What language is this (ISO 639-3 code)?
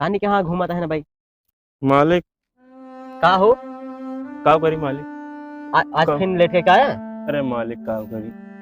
awa